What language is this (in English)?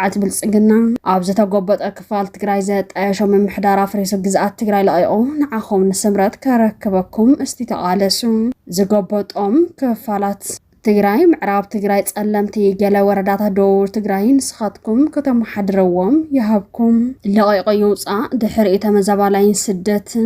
Tigrinya